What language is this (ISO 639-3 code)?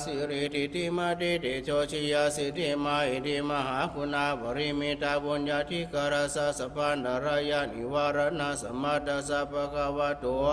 pli